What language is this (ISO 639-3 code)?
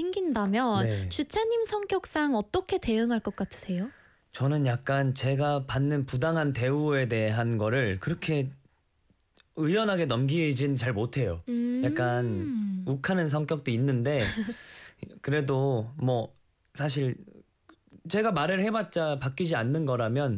kor